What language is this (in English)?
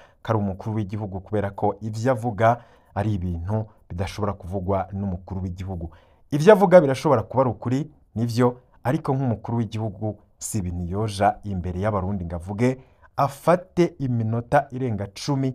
Rundi